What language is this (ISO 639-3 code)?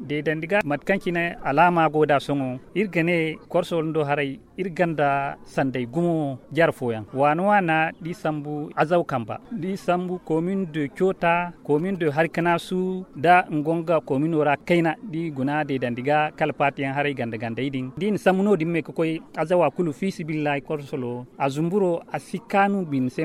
dje